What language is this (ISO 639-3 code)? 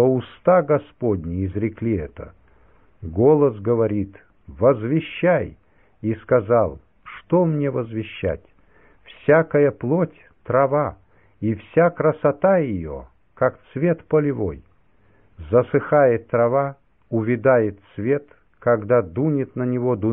rus